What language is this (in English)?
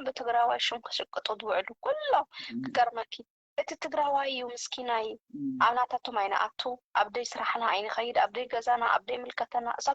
Tigrinya